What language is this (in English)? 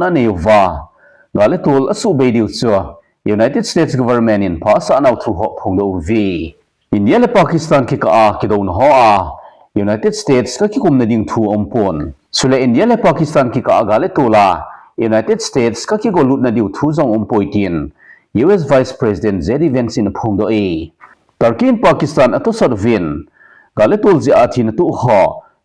Thado Chin